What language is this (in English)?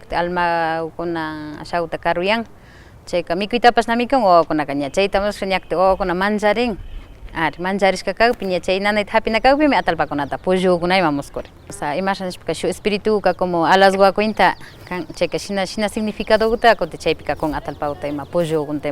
Imbabura Highland Quichua